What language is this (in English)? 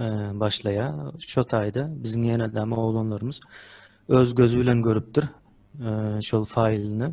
Turkmen